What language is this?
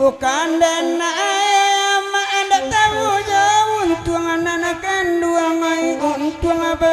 Minangkabau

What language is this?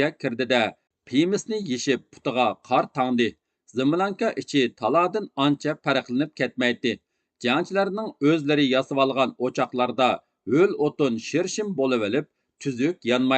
Uyghur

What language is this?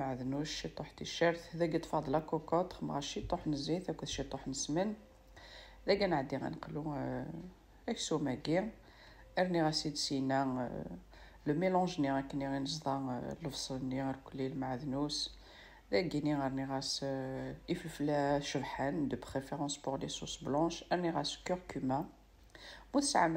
Kabyle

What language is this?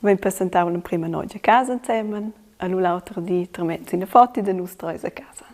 Romansh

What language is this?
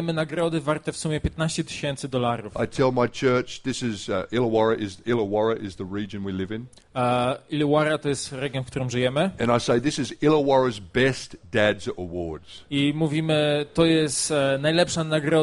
Polish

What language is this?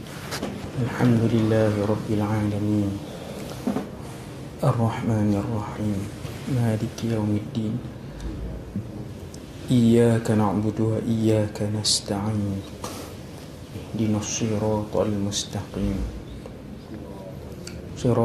Malay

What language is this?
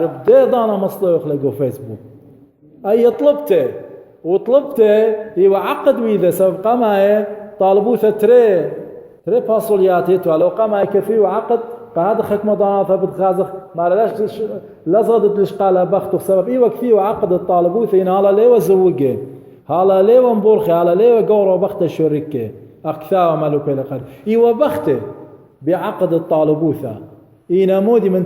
Assyrian Neo-Aramaic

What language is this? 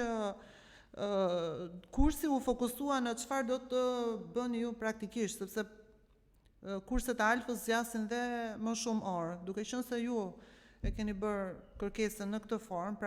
Albanian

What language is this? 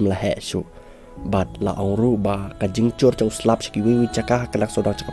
Khasi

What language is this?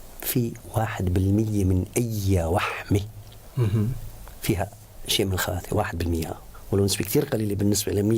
North Levantine Arabic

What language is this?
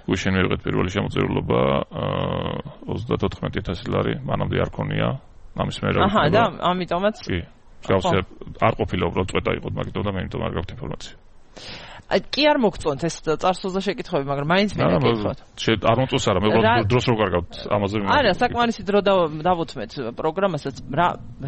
Georgian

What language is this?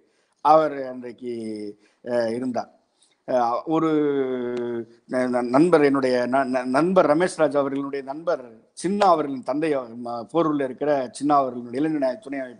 Tamil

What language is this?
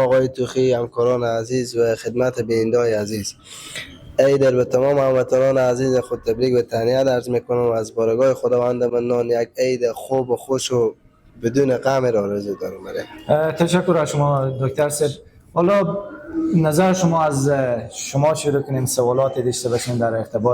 Persian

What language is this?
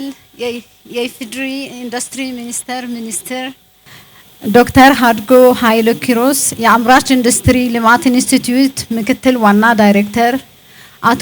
Amharic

